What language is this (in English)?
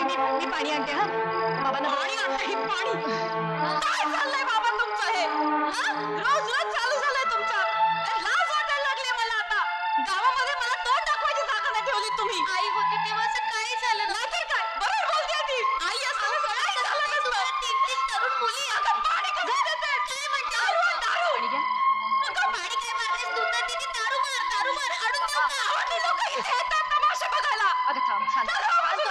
Marathi